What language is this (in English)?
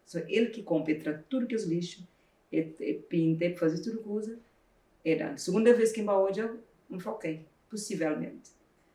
Kabuverdianu